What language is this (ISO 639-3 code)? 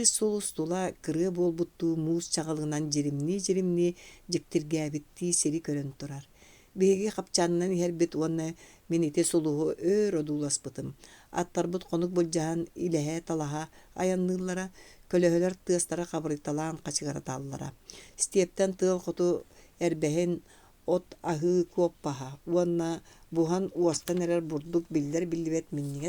sah